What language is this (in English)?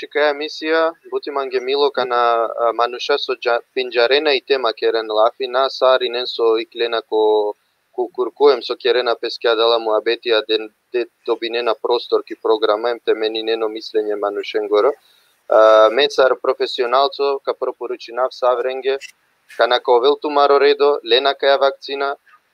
Balkan Romani